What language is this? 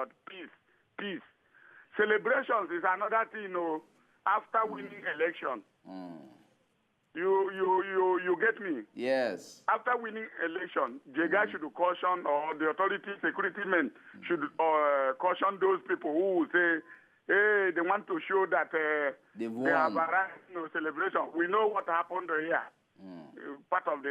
Nigerian Pidgin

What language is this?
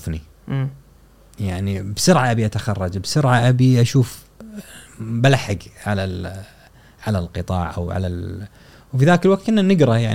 Gulf Arabic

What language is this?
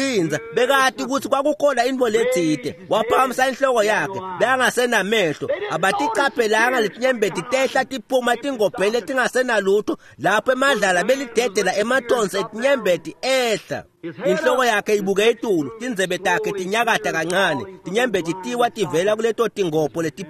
Swati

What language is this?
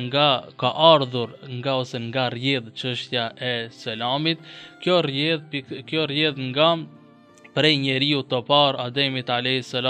Albanian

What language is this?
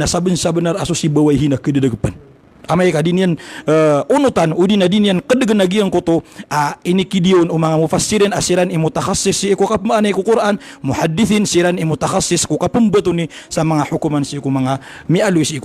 Maranao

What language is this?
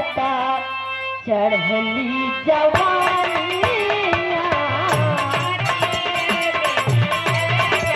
Bhojpuri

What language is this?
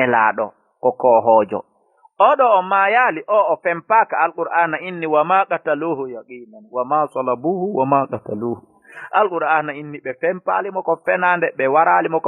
Fula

